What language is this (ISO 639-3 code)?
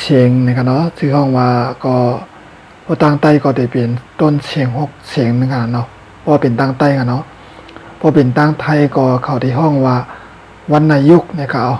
shn